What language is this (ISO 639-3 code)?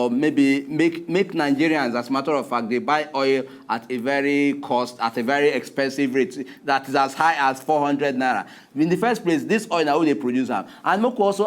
pcm